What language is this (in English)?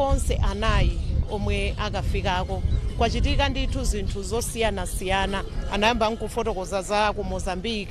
Nyanja